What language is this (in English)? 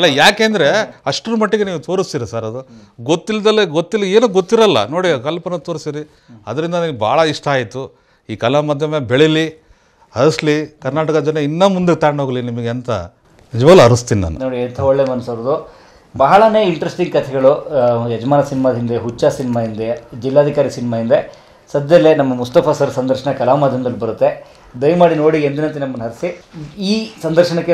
Kannada